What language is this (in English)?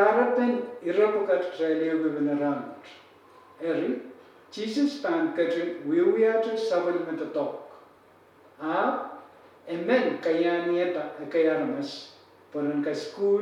Pohnpeian